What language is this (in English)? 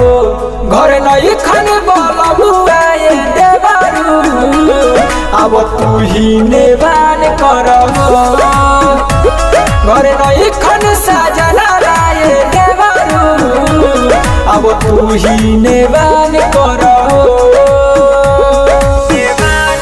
Bhojpuri